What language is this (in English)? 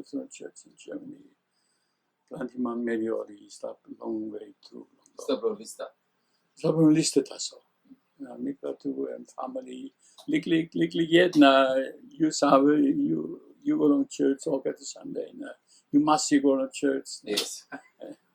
Tok Pisin